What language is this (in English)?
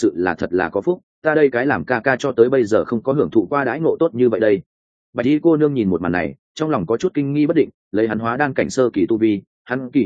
Vietnamese